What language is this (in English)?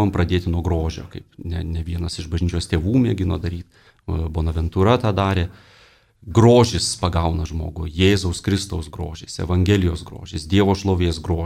Lithuanian